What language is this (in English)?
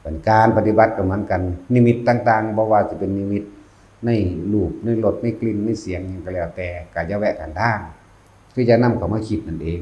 Lao